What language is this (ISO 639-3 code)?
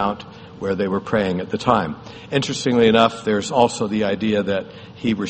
eng